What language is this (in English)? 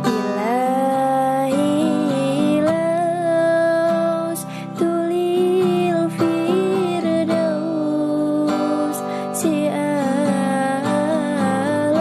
Banjar